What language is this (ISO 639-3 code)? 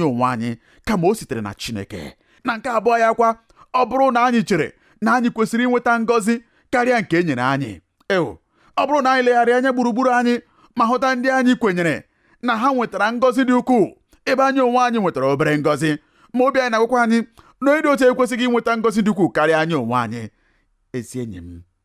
ibo